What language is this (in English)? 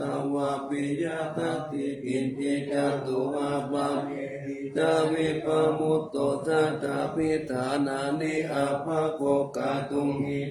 Pali